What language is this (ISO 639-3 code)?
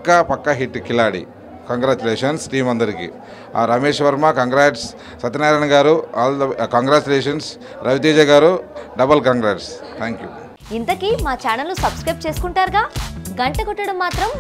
tel